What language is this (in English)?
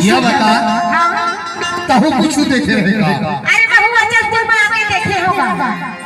Chhattisgarhi